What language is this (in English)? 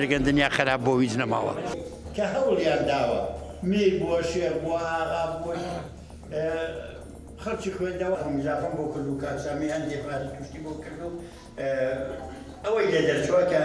Central Kurdish